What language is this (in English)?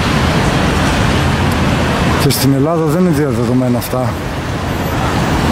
Greek